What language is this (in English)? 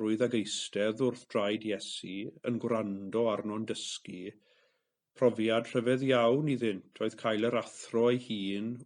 Welsh